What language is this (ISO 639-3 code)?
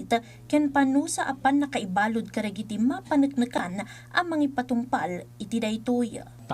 ilo